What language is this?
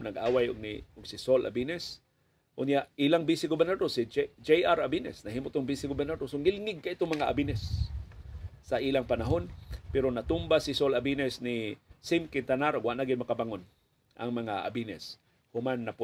Cebuano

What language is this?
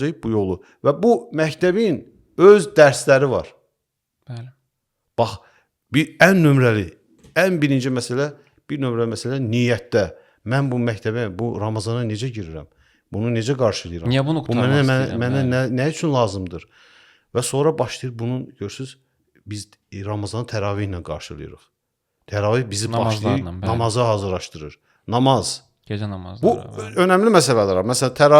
Azerbaijani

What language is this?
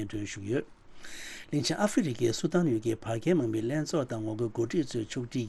Tibetan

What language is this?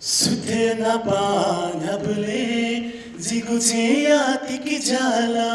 Newari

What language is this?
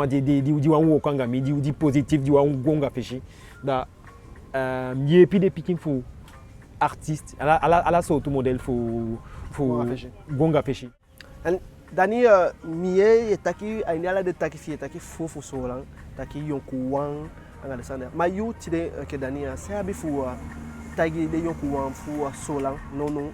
Eastern Maroon Creole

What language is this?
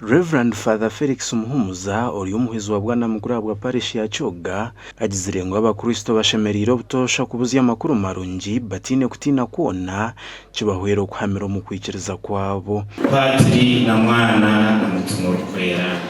Nyankole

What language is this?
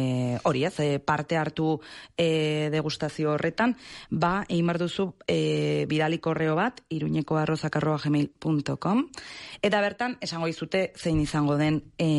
Basque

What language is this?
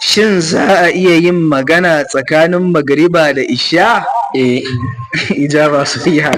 Hausa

